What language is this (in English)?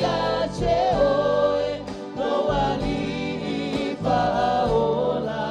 Samoan